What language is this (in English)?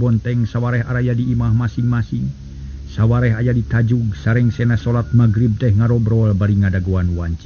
Sundanese